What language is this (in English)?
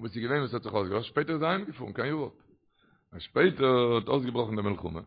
Yiddish